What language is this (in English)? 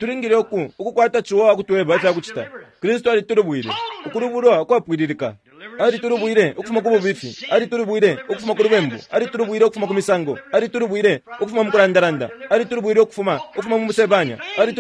Bemba